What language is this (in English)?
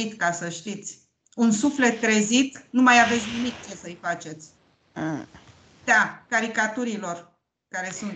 Romanian